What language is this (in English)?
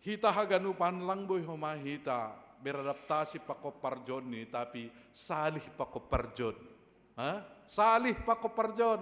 Batak Simalungun